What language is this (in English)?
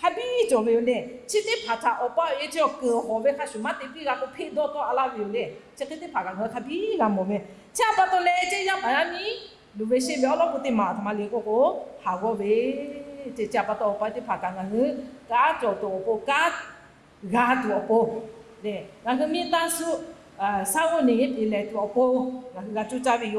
Lahu